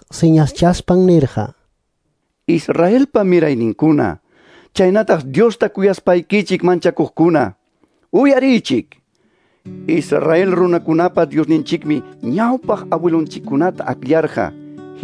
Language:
Quechua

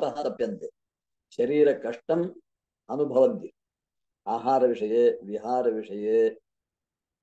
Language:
Sanskrit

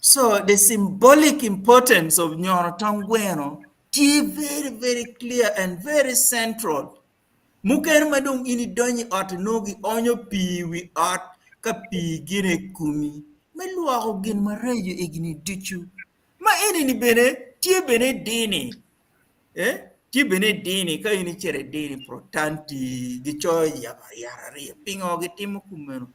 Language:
Acoli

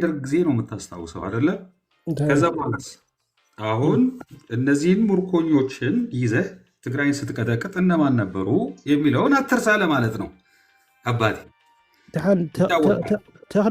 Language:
Amharic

